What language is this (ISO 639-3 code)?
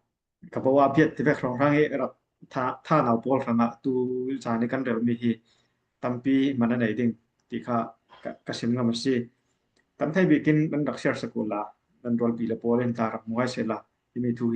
cfm